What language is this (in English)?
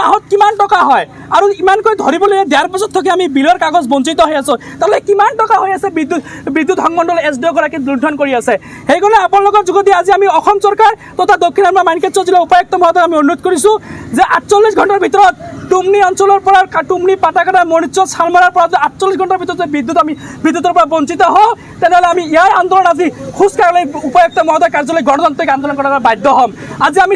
Assamese